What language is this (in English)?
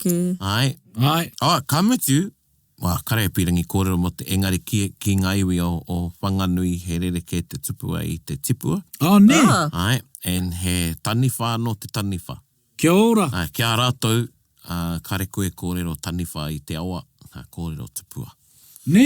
Māori